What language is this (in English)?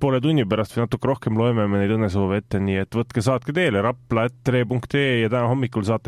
Estonian